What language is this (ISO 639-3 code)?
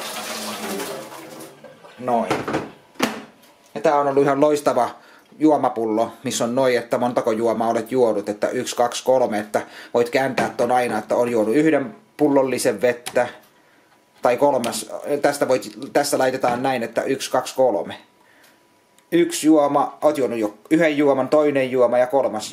fin